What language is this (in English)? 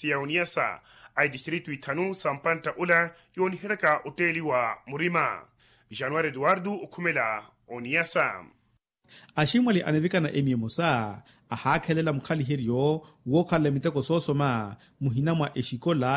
Makhuwa